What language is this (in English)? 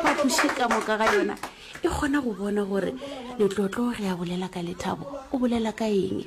Northern Sotho